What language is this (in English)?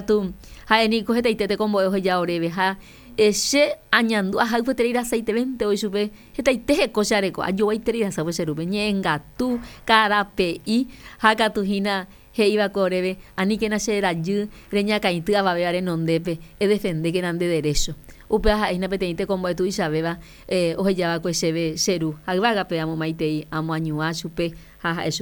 Guarani